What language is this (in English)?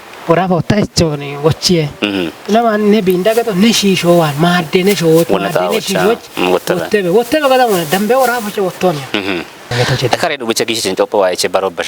Kafa